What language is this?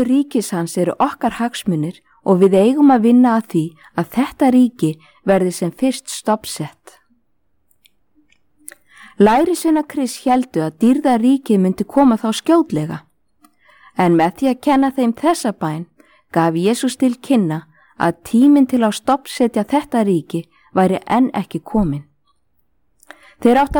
Icelandic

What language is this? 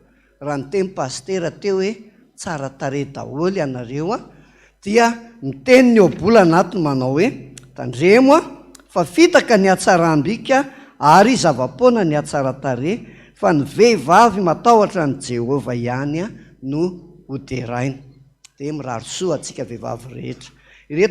Malagasy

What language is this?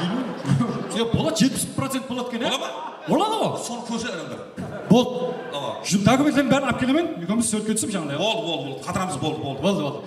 Kara-Kalpak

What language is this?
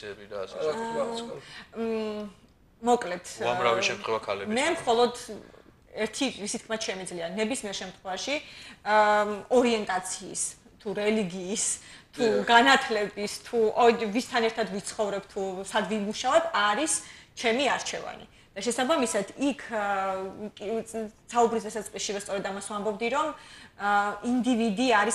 Georgian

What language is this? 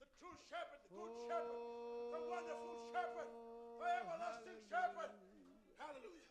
Fijian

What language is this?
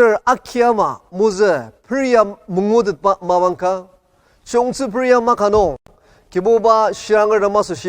Ao Naga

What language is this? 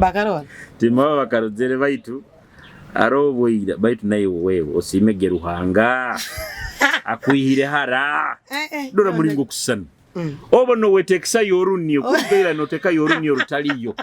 Nyoro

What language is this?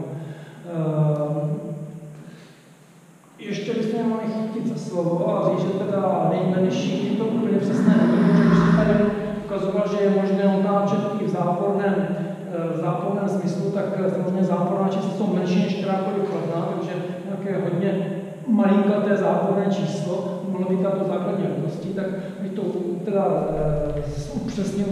Czech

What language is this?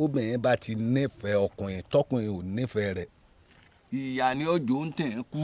Yoruba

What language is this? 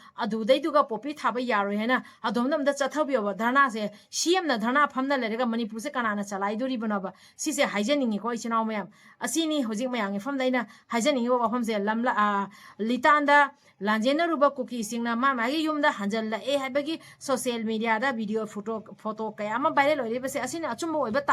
Manipuri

